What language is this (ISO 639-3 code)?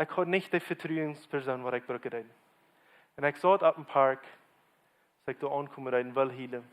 pdt